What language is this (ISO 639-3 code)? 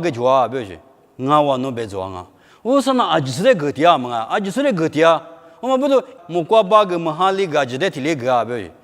lis